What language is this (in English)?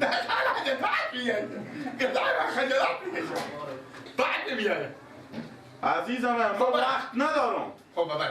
Persian